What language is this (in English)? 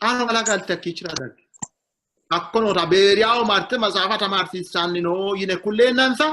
Sidamo